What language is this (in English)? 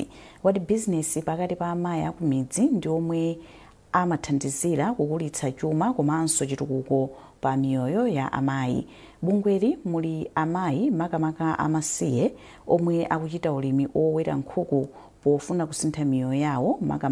Nyanja